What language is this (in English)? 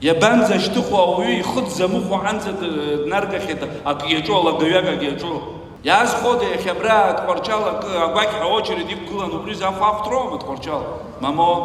Abkhazian